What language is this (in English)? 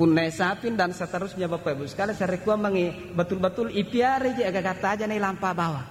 Buginese